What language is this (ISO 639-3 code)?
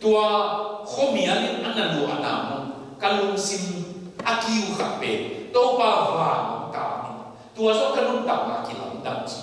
ctd